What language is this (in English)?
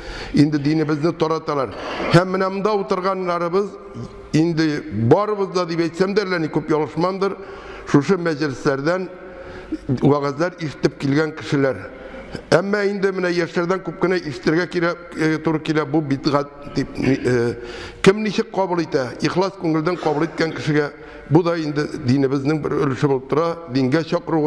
Tatar